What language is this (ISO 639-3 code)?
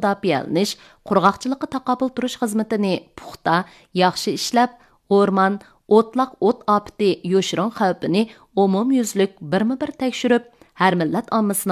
uig